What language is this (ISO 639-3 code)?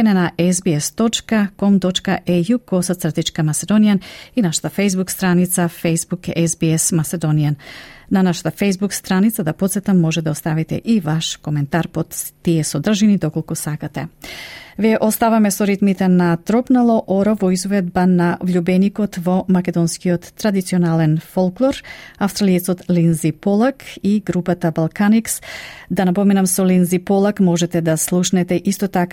mkd